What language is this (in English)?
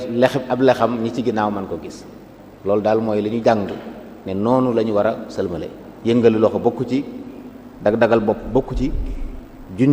Wolof